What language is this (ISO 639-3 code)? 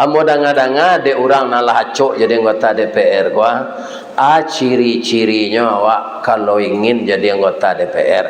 min